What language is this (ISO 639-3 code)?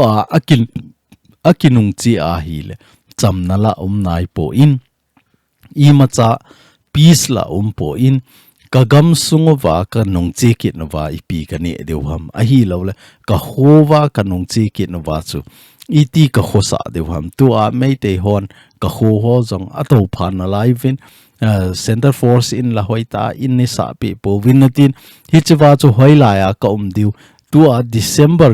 tcz